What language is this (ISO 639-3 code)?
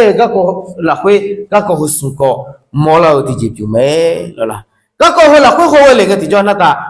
ahk